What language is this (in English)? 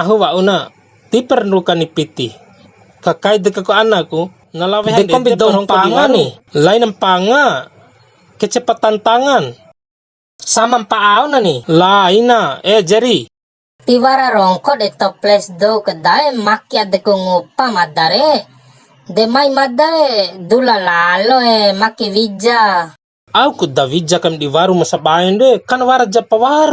Bima